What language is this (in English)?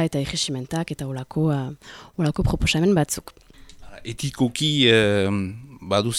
Basque